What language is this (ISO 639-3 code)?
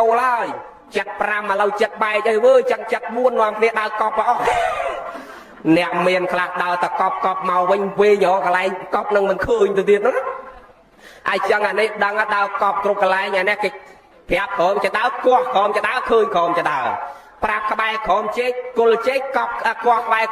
khm